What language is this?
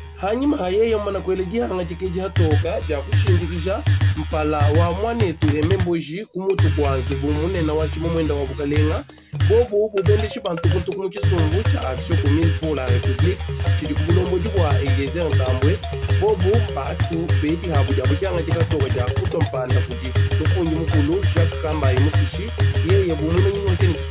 Luba-Lulua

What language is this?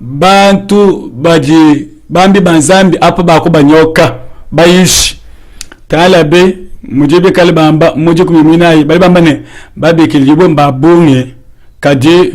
Luba-Lulua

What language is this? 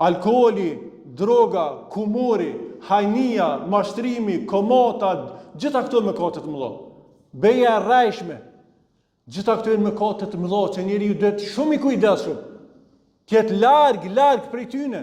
Albanian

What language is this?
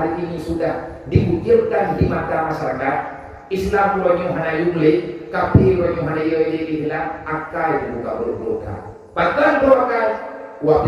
Achinese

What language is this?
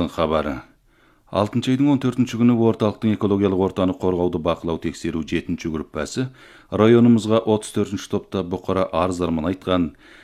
Kazakh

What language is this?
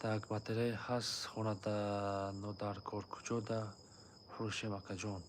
Tajik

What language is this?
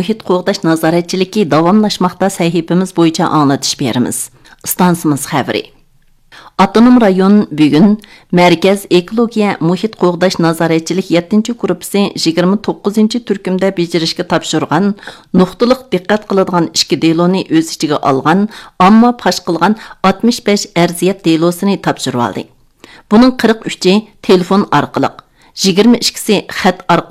Uyghur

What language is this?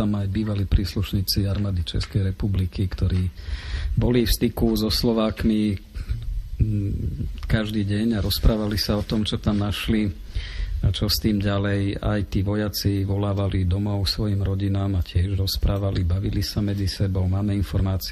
Slovak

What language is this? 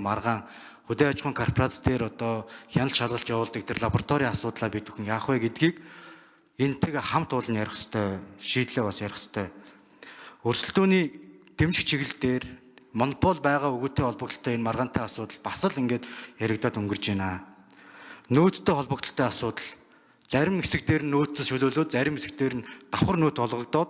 Mongolian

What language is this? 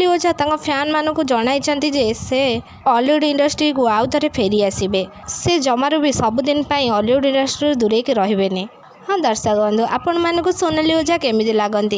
Odia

